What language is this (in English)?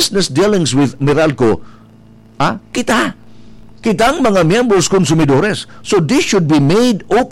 Bikol